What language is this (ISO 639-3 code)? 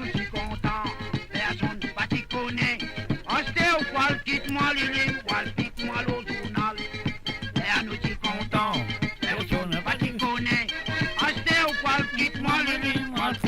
mfe